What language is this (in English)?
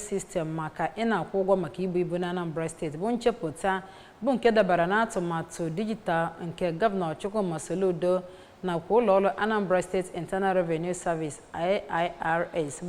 Igbo